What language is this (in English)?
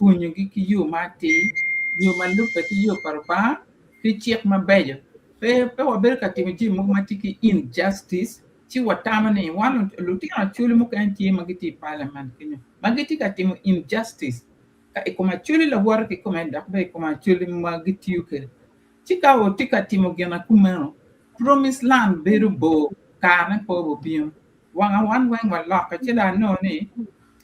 Acoli